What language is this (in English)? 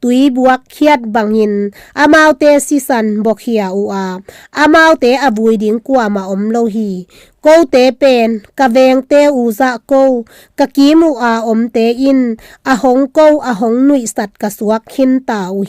Tedim Chin